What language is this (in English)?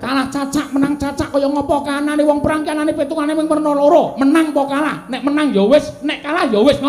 Javanese